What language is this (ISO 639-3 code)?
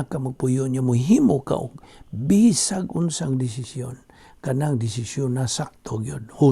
ceb